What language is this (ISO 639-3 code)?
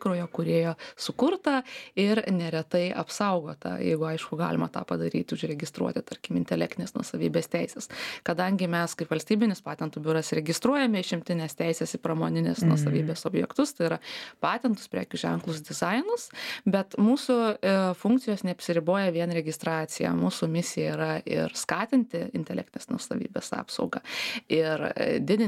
lit